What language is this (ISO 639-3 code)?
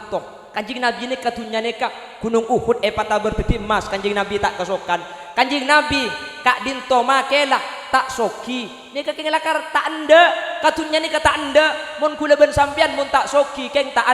mad